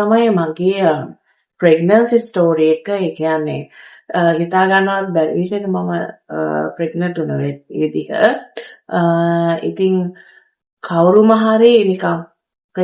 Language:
Sinhala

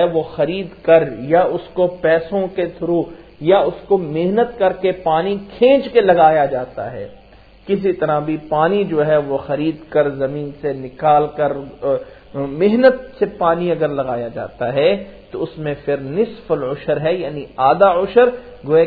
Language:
Urdu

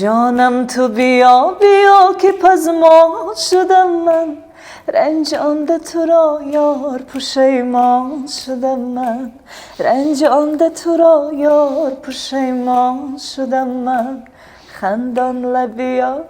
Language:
Tajik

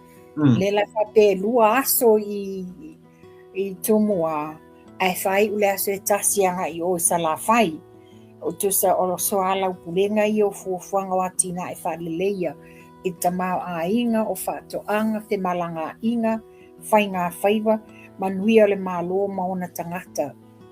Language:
Samoan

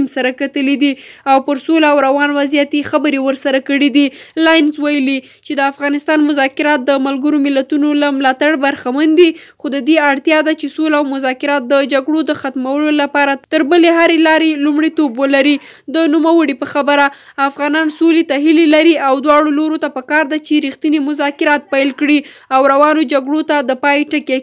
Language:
Pashto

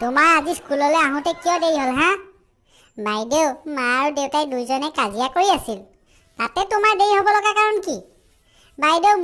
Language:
Assamese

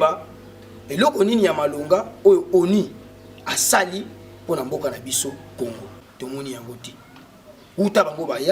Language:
Lingala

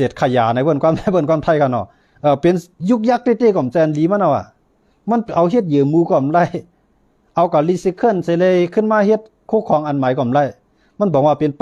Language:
Shan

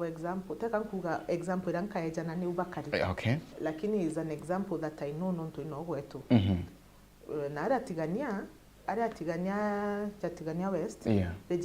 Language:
Meru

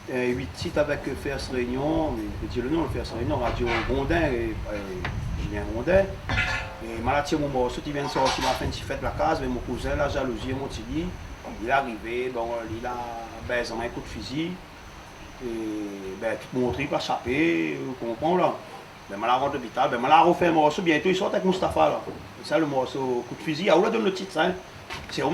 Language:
Réunion Creole French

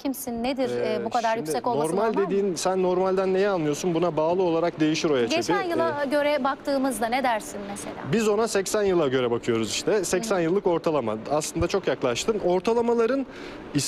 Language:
Turkish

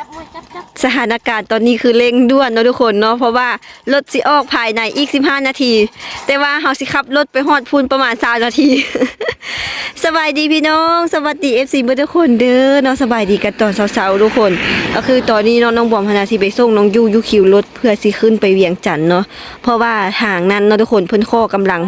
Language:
Lao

